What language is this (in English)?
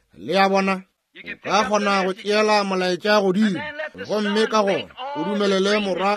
Northern Sotho